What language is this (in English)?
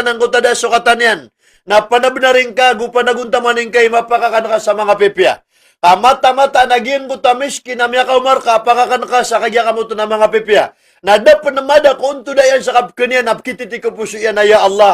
Maranao